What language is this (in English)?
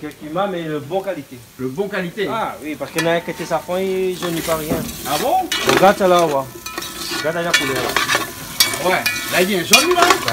Réunion Creole French